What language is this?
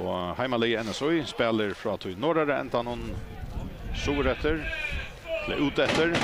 Faroese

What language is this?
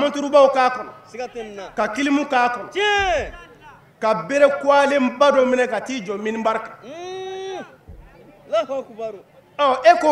Bambara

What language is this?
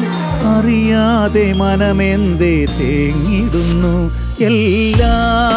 Malayalam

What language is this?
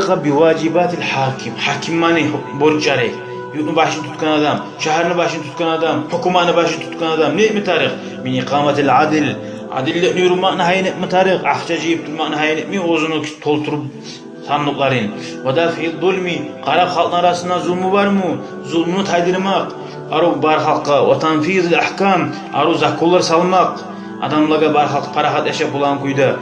Kumyk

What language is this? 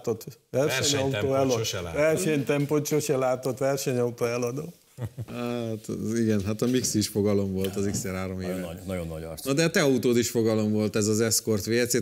Hungarian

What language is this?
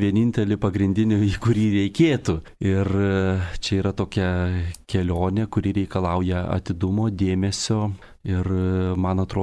Lithuanian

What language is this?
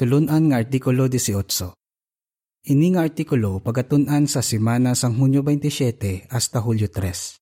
Hiligaynon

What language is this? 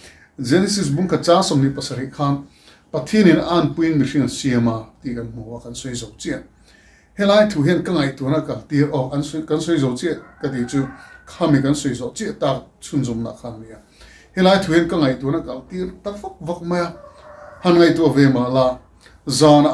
Mizo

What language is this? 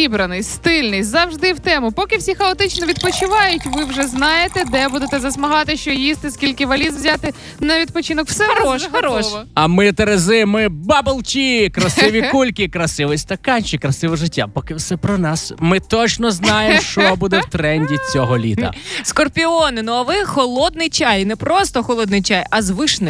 Ukrainian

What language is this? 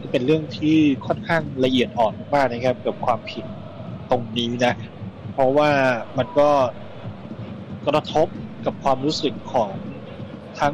Thai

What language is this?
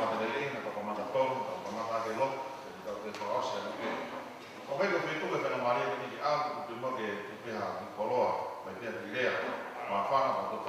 Tongan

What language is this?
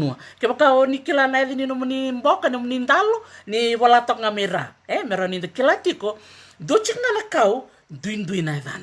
Fijian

